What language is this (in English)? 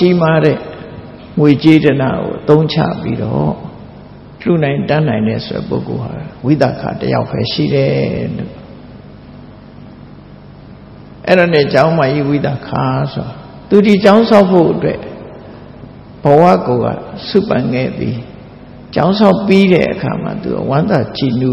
Burmese